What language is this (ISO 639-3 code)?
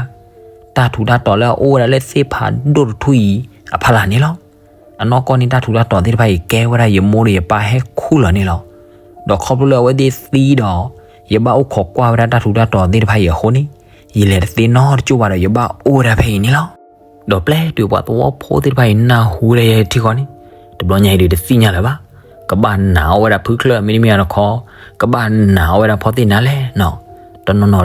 ksw